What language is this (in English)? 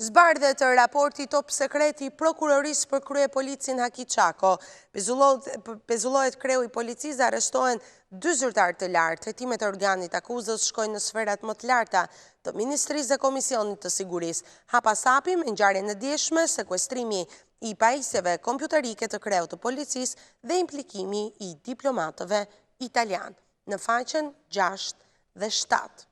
Albanian